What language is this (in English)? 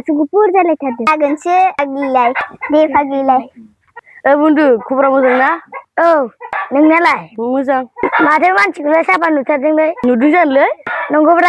Bodo